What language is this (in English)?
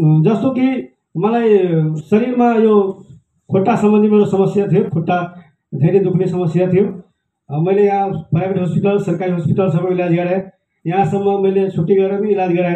Nepali